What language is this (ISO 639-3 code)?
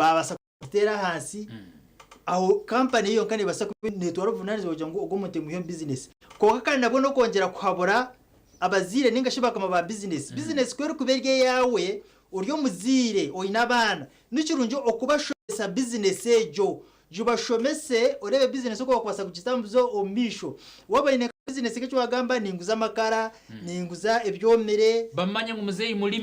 nyn